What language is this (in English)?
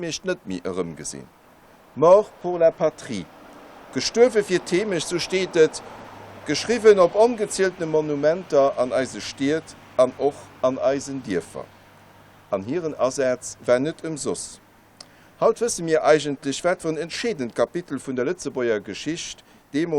Luxembourgish